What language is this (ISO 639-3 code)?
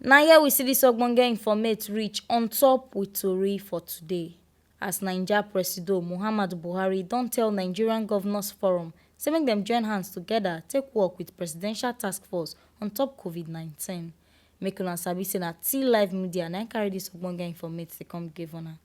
pcm